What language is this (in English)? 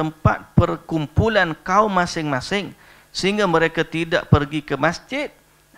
Malay